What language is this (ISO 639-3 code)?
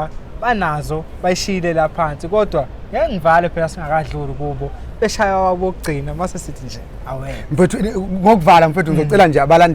zul